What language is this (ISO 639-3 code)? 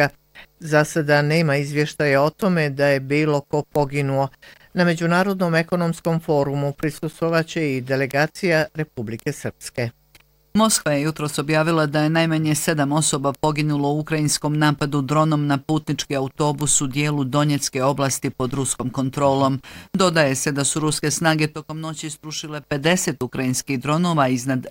bos